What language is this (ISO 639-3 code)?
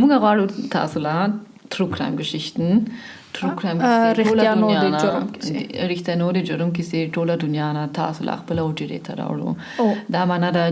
pus